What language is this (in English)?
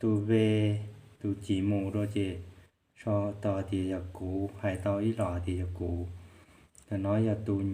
Hmong